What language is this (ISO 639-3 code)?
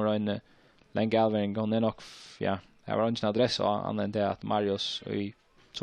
fao